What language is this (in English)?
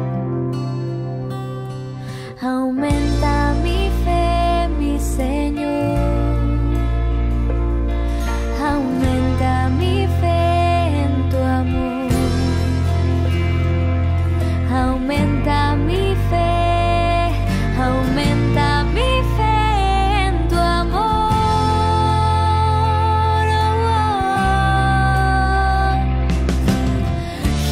Spanish